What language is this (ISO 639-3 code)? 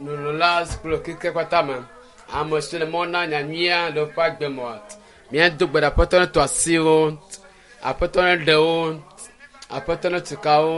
ewe